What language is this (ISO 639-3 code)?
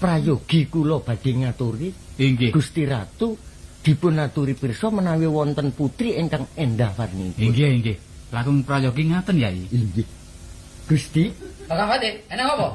jav